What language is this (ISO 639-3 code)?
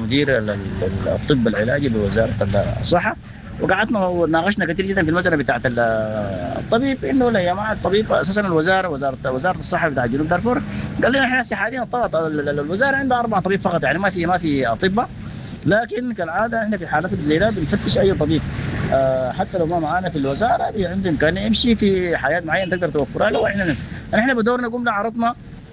apd